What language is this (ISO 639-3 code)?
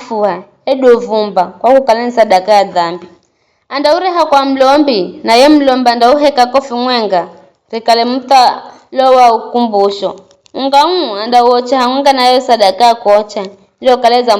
nyf